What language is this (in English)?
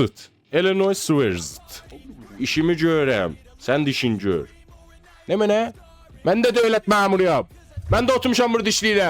South Azerbaijani